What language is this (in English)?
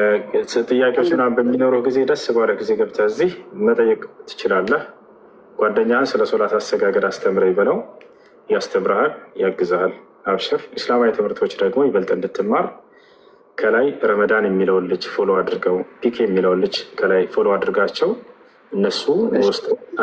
Amharic